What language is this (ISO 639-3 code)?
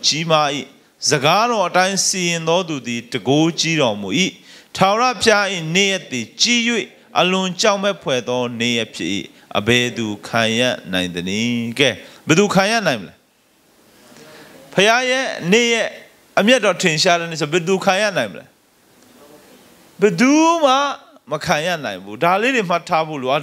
mya